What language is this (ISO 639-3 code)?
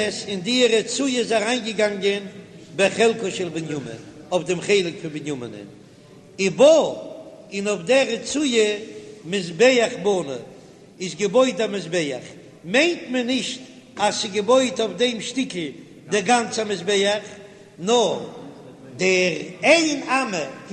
yid